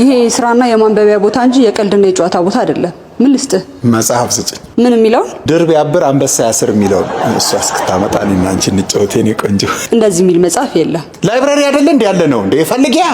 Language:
Amharic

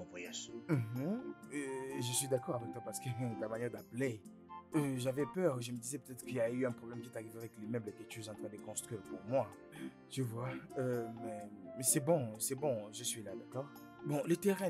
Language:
French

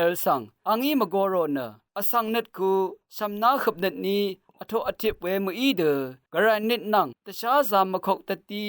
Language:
Rawang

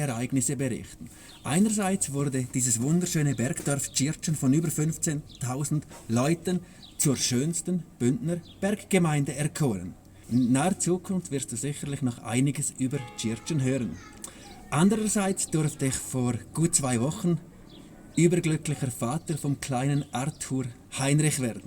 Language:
Swiss German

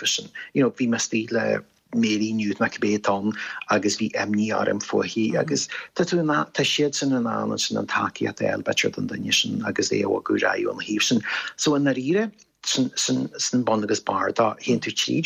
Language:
Irish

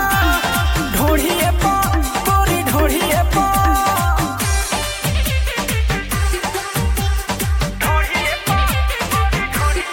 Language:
Bhojpuri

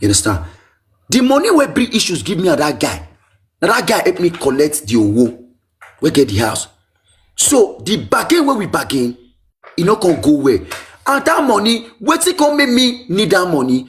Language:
Nigerian Pidgin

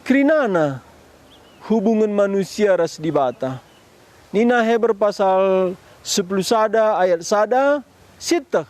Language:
Batak Karo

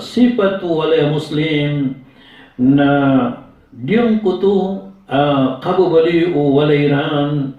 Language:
Maranao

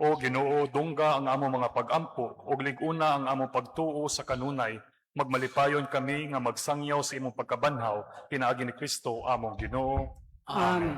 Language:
Cebuano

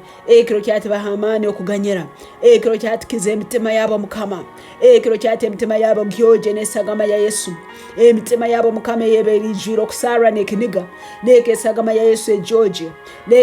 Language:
Tooro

